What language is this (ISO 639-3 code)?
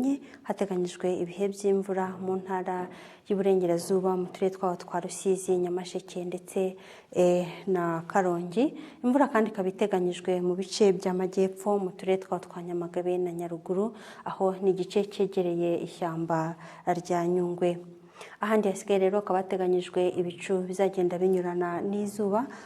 kin